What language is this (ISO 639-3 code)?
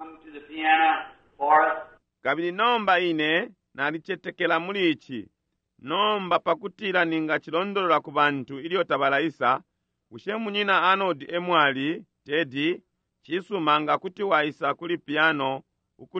bem